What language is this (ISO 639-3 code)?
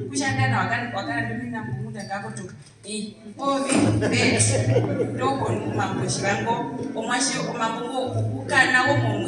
her